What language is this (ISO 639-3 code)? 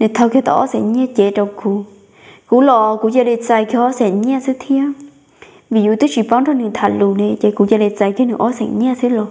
hmn